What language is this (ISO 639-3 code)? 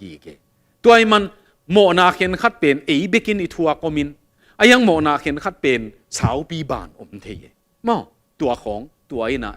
ctd